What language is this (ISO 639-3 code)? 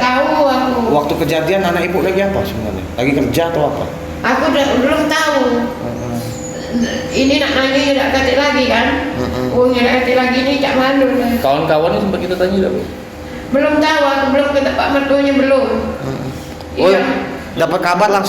mui